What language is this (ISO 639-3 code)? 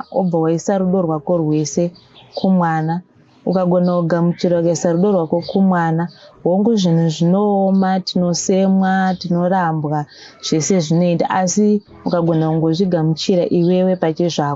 sna